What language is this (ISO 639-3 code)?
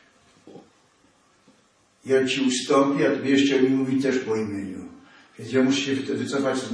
pol